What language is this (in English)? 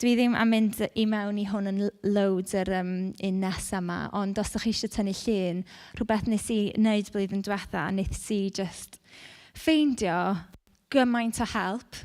Welsh